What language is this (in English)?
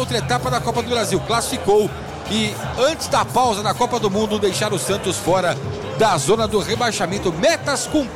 Portuguese